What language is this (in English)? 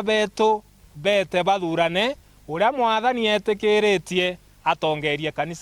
Meru